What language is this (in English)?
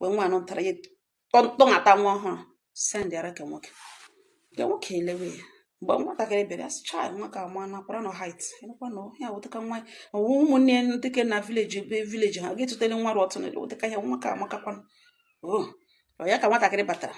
Igbo